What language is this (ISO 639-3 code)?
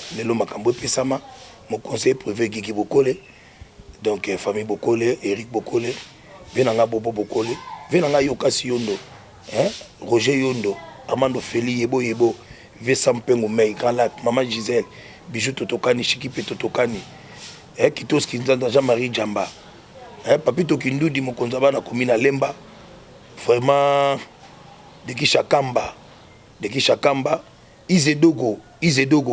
lin